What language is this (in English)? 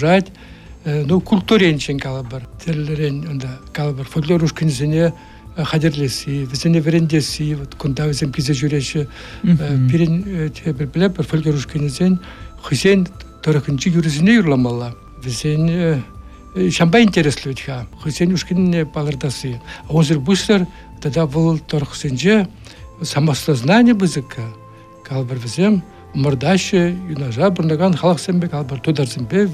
Chuvash